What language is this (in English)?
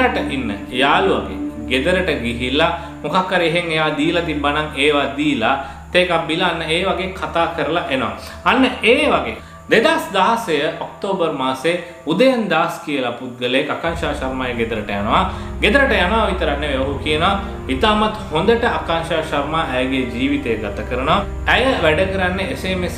Sinhala